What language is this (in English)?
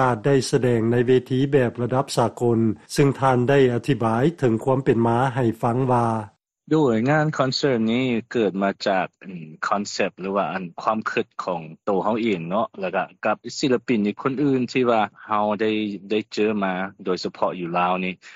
Lao